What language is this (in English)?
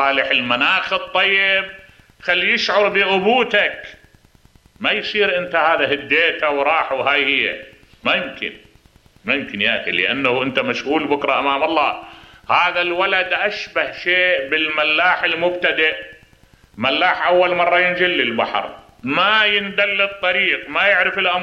Mesopotamian Arabic